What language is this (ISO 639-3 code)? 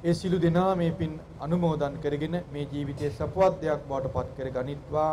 sin